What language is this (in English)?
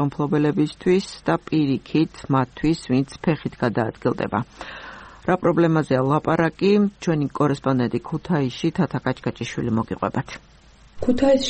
Georgian